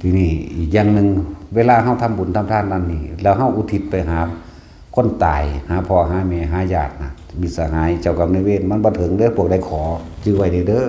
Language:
Northeastern Thai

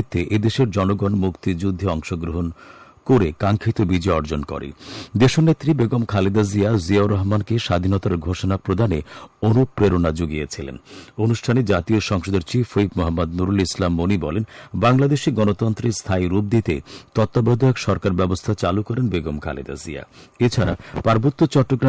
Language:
Bangla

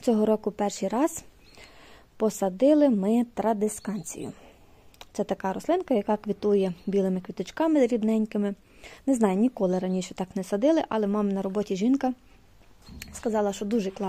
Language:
Ukrainian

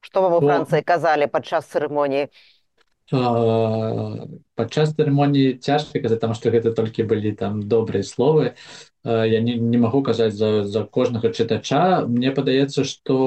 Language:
Belarusian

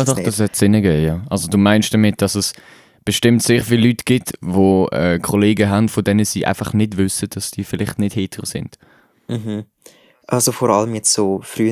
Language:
Swiss German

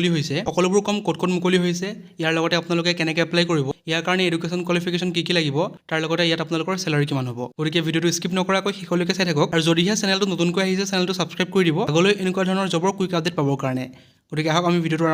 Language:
Assamese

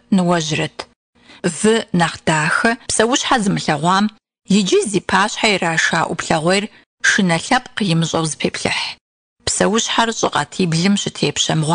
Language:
Kabardian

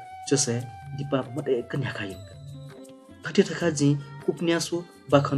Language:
Newari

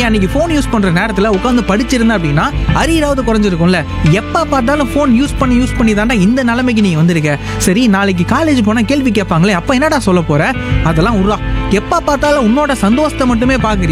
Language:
Tamil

